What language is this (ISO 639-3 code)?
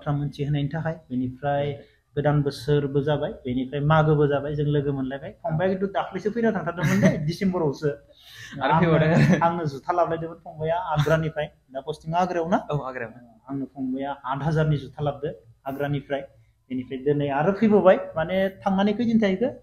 brx